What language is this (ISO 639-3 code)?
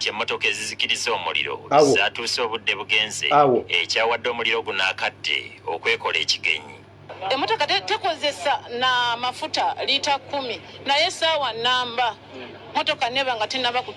lug